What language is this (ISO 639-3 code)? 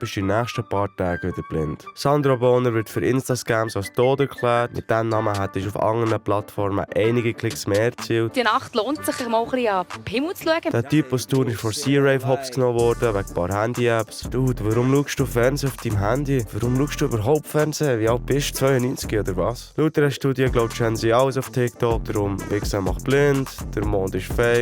gsw